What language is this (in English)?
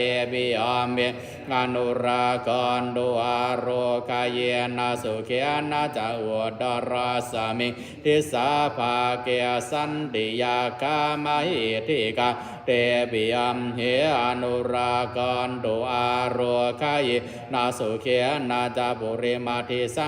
Pali